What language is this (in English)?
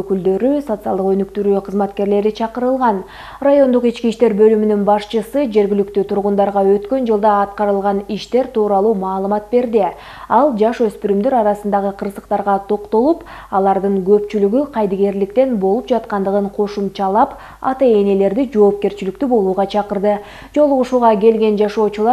Kyrgyz